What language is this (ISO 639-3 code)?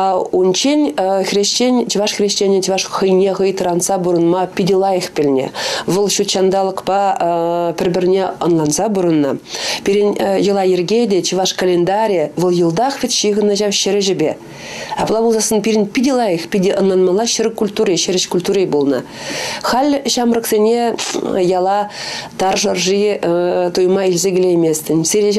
chv